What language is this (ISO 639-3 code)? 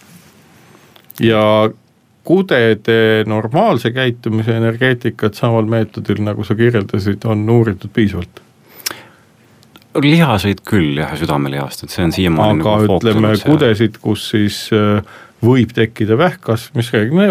est